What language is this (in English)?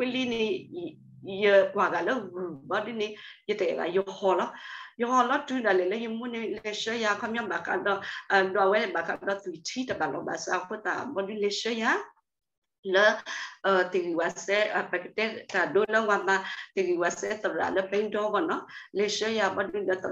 S'gaw Karen